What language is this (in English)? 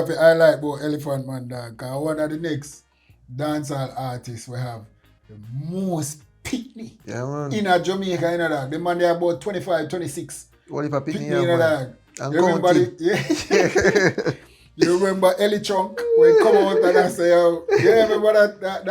Jamaican Creole English